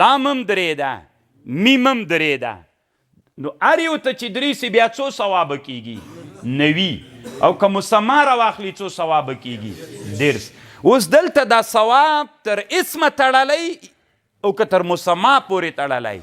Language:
Pashto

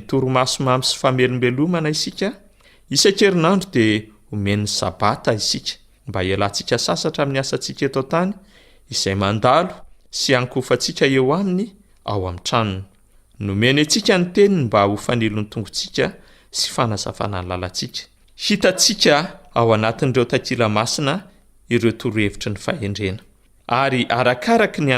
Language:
Malagasy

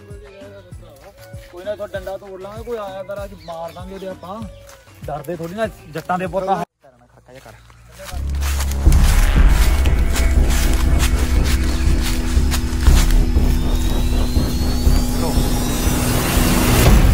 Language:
Punjabi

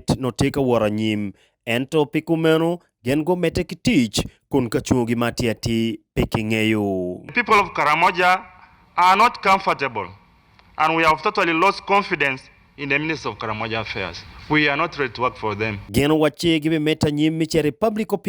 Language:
Acoli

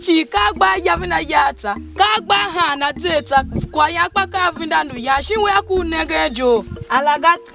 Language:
Tiv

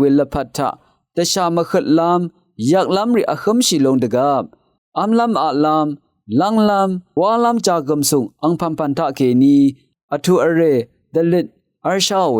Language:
Rawang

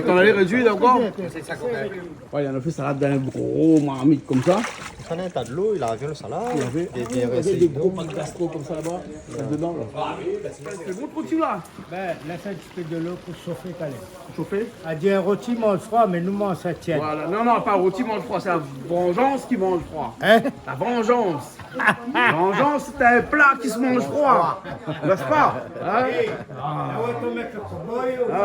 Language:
Réunion Creole French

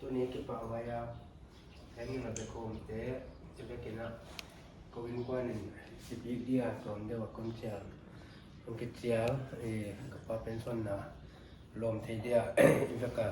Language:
Paite Chin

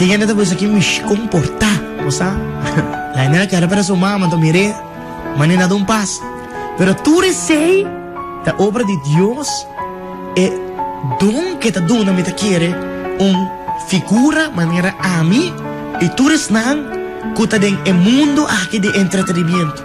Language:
Papiamento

